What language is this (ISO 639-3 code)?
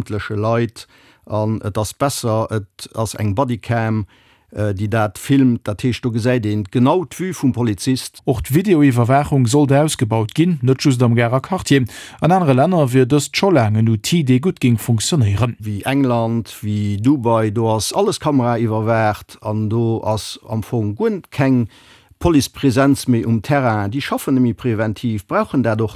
ltz